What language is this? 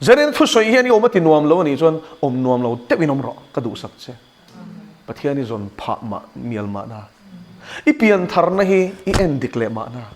Mizo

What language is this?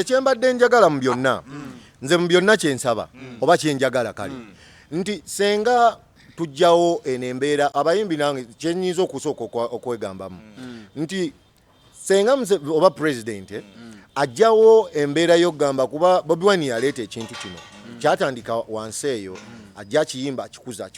Ganda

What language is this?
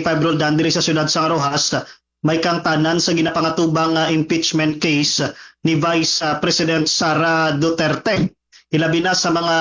Hiligaynon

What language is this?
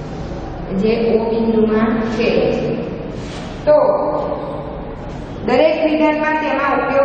Gujarati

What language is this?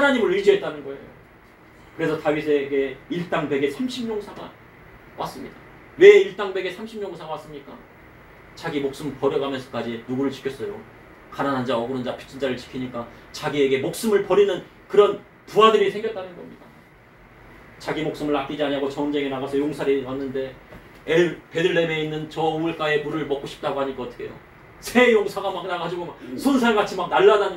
Korean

